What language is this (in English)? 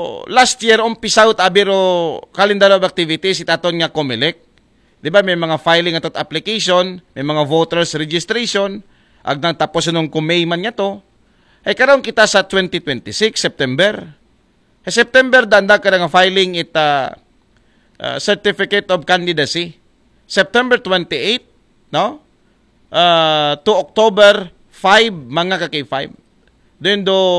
Aklanon